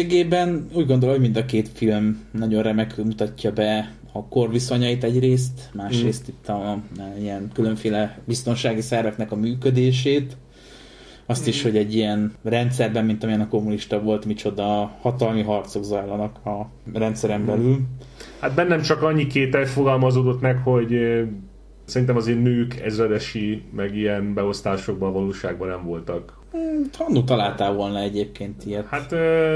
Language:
Hungarian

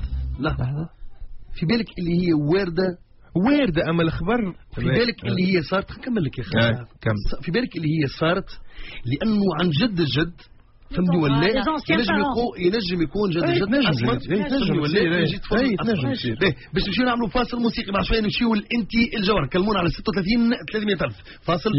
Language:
Tunisian Arabic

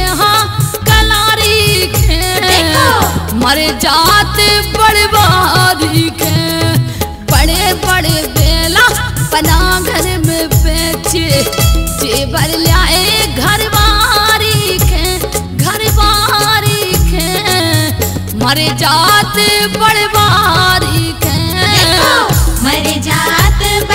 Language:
Bundeli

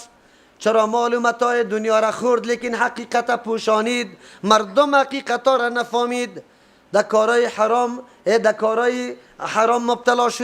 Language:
Persian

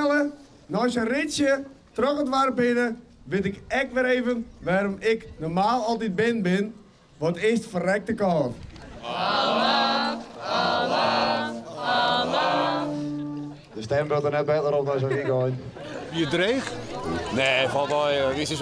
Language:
Western Frisian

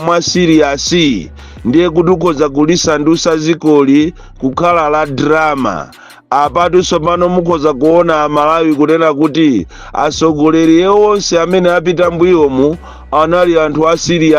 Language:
Nyanja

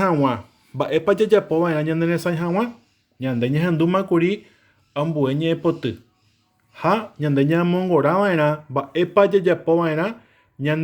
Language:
Guarani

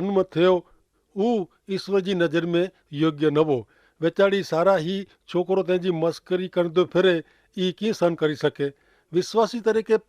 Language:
Kachhi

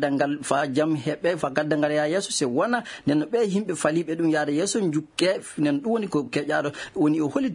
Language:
Fula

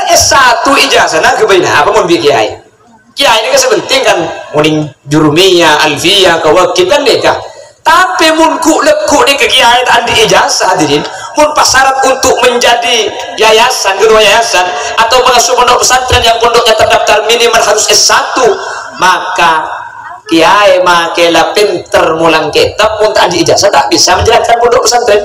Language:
Madurese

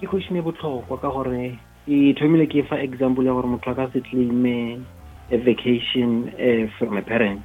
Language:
Northern Sotho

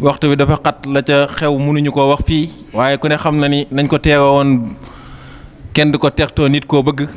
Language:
Wolof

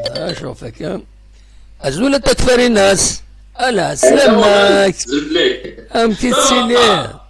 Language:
Kabyle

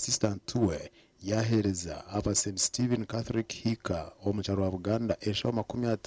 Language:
Nyankole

